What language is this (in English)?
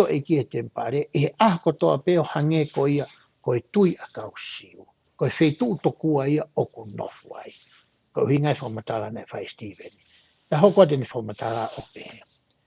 Tongan